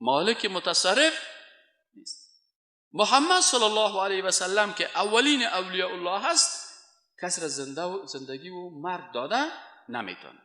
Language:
Persian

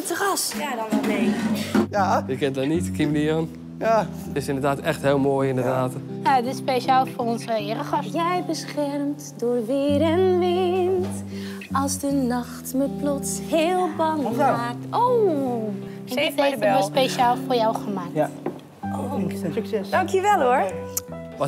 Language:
Dutch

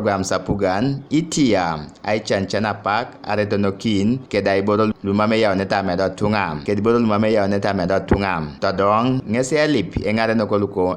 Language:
Teso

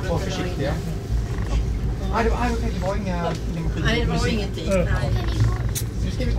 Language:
Swedish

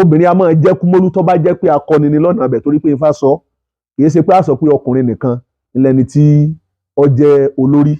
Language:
Yoruba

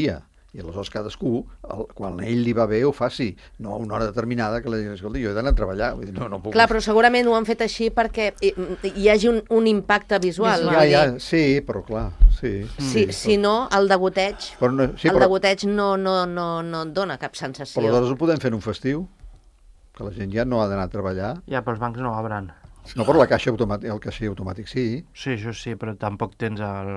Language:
Catalan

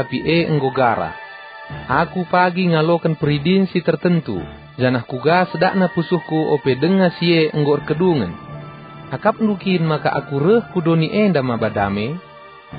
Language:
Batak Karo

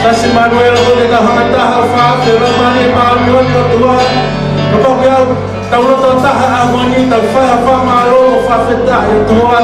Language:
Tongan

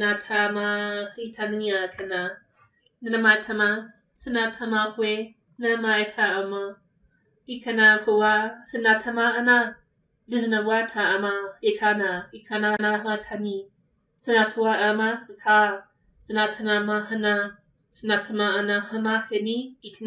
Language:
Māori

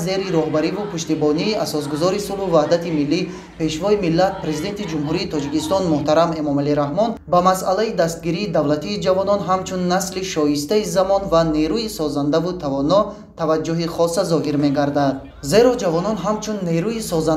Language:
Tajik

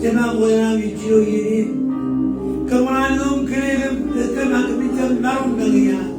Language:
Marshallese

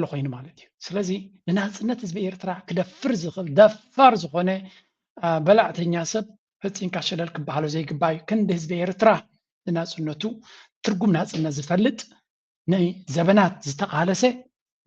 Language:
Tigrinya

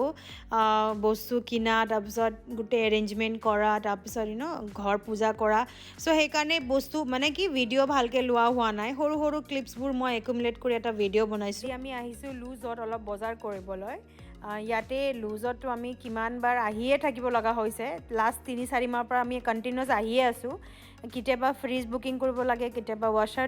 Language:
Assamese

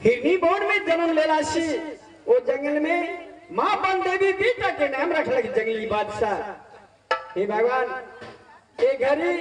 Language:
Maithili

